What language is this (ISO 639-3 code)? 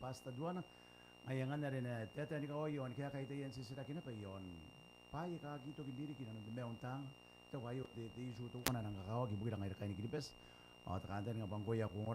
gil